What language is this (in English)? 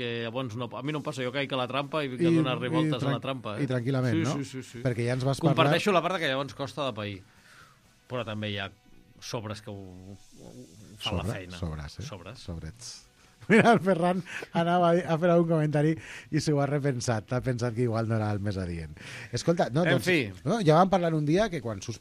Catalan